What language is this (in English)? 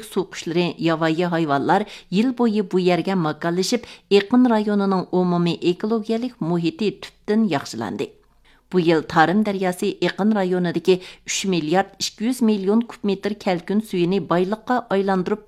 Uyghur